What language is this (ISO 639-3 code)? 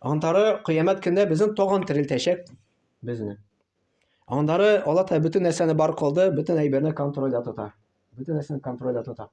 tat